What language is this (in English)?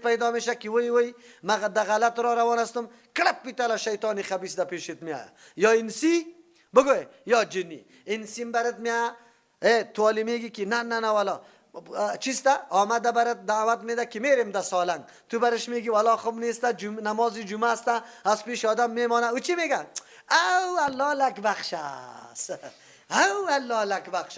Persian